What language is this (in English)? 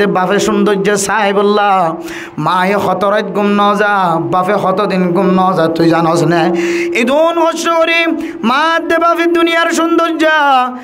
Rohingya